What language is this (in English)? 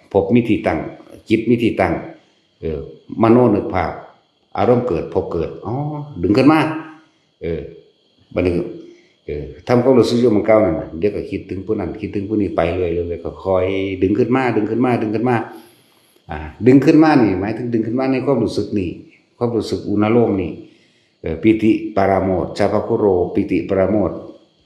Northeastern Thai